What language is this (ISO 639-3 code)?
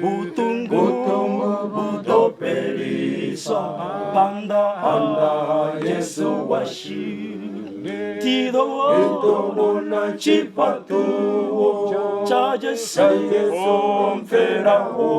ven